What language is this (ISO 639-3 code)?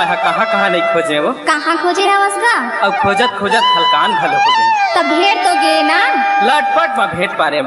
hne